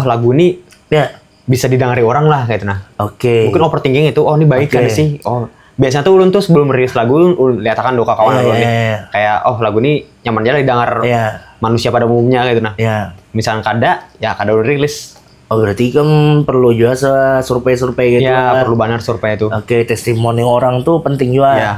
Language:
Banjar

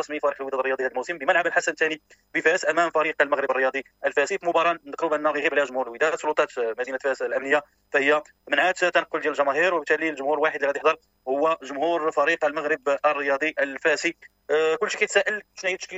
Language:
Moroccan Arabic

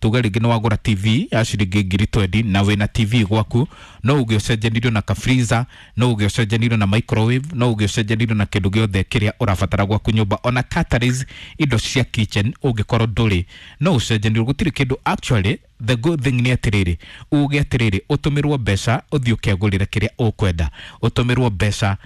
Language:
Kikuyu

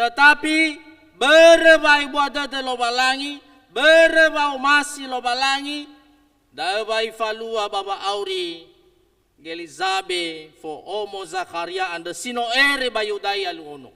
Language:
Nias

